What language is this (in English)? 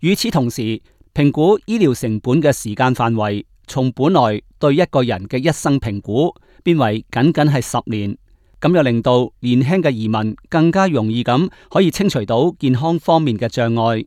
Cantonese